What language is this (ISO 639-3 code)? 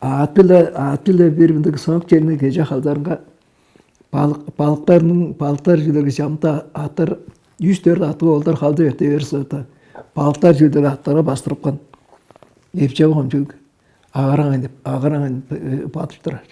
tyv